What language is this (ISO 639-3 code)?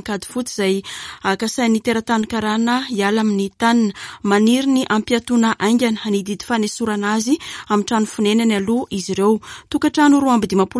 mlg